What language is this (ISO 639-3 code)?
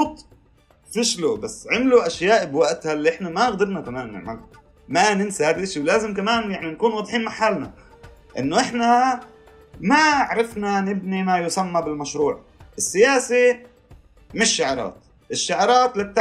apc